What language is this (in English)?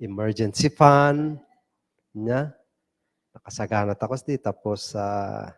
Kankanaey